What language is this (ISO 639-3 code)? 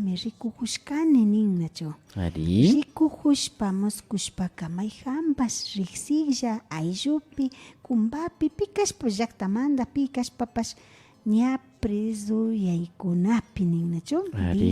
qvi